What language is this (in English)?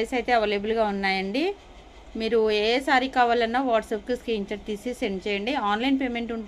Telugu